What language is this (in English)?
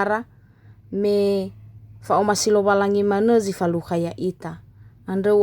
Nias